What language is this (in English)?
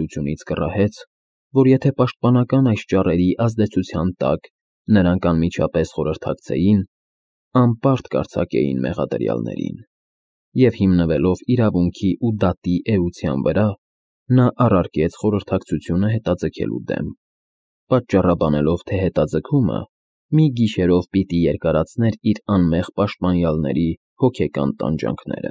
Armenian